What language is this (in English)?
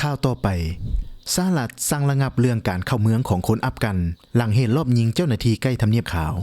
Lao